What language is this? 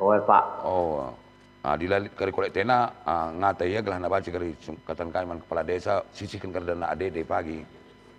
Batak Karo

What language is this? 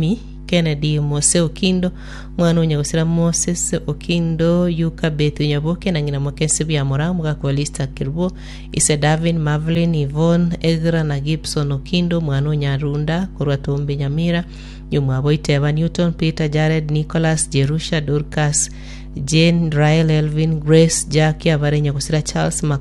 Gusii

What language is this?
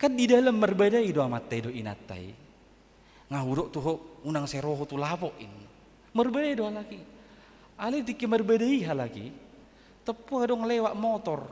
Batak Toba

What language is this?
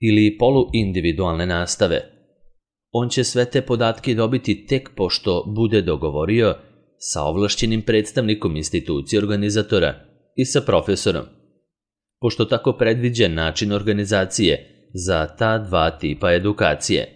Serbian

